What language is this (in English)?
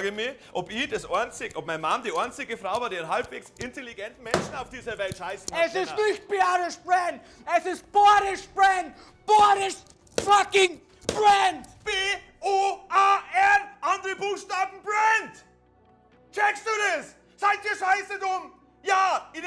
Bavarian